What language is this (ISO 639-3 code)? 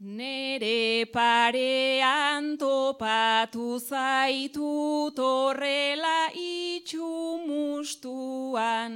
eus